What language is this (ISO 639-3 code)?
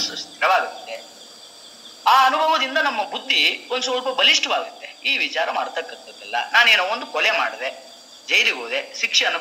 kan